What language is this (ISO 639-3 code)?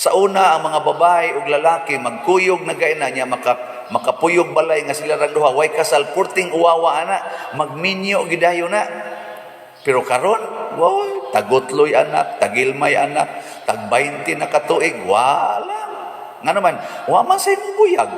ceb